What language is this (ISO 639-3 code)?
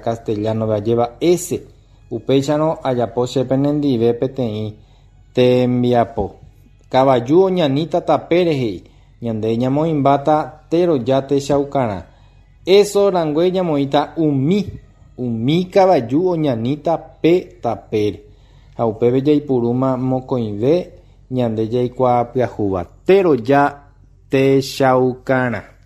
grn